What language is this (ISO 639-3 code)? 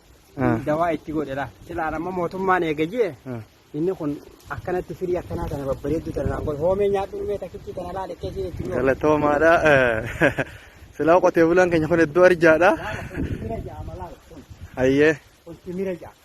orm